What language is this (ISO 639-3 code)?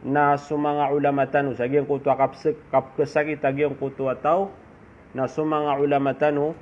mrw